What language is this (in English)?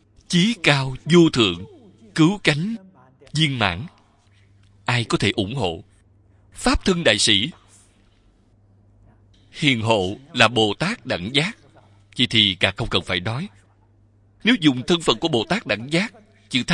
Vietnamese